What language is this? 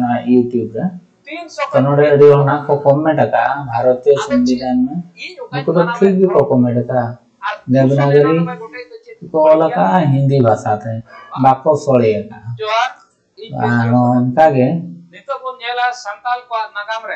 Santali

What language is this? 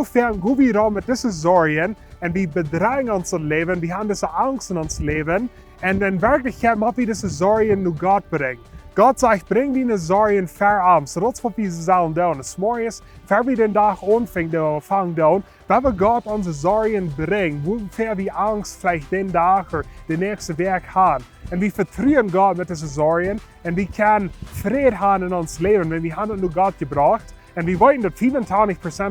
Plautdietsch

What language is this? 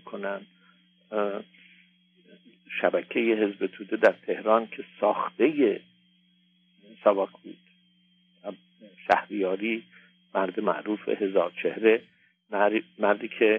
Persian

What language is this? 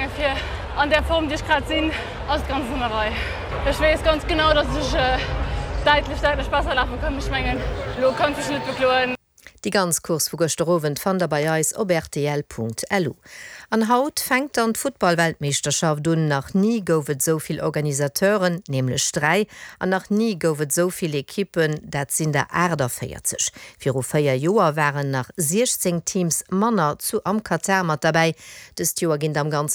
Luxembourgish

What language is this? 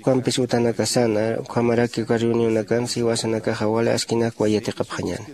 Aymara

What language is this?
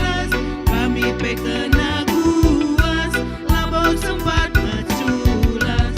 Batak Karo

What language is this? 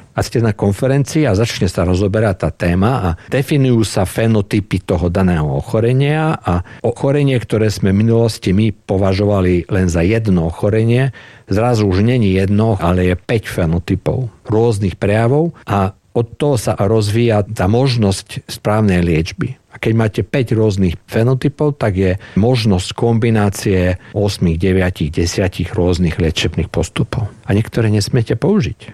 Slovak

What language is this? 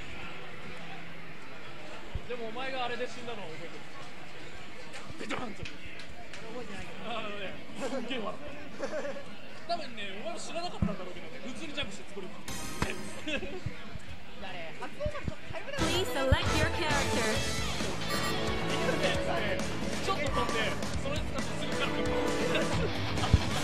Japanese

